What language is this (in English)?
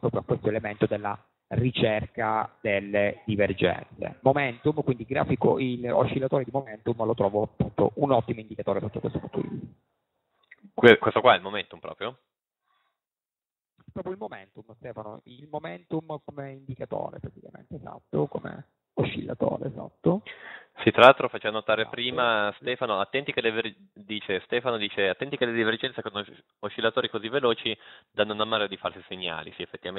Italian